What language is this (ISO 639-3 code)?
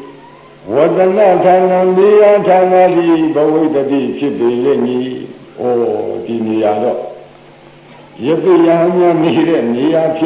mya